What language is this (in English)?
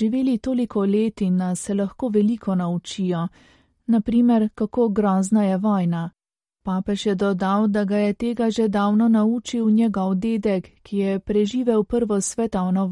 Slovenian